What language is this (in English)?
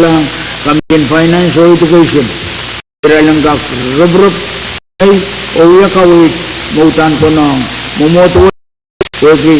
Pohnpeian